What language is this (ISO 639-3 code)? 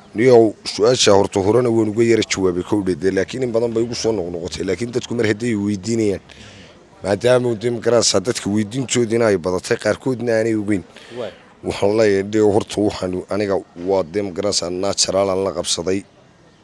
som